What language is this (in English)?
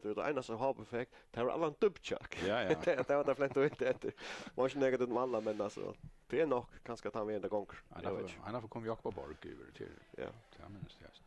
Faroese